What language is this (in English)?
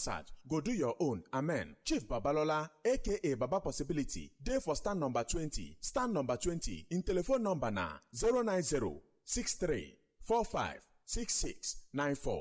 Nigerian Pidgin